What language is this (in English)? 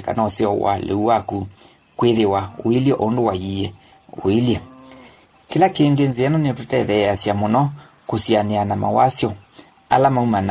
Kamba